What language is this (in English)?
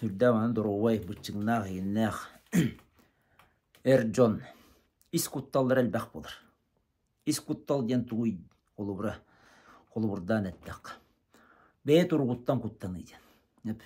Yakut